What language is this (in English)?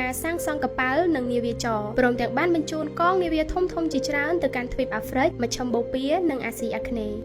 Khmer